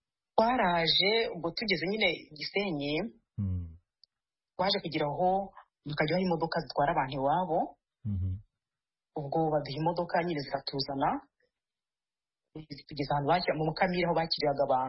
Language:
Kinyarwanda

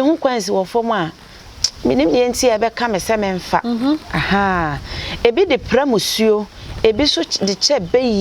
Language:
Akan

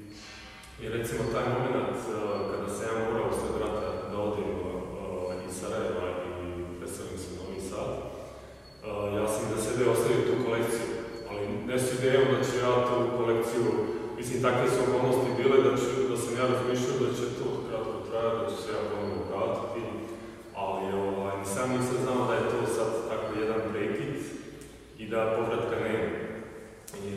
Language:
Serbian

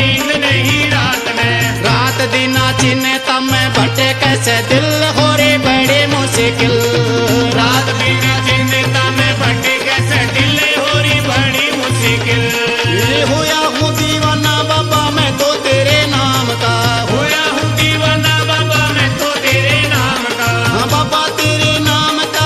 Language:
Haryanvi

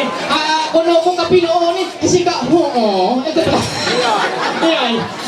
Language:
Ma'anyan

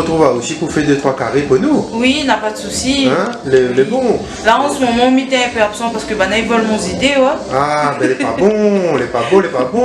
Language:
Réunion Creole French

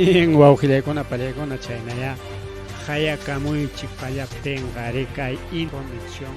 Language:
Ayacucho Quechua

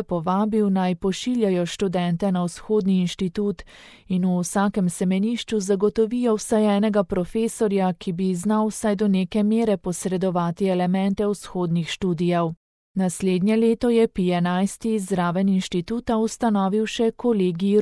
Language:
Slovenian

